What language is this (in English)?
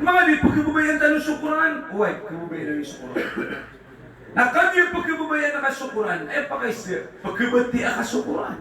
Maranao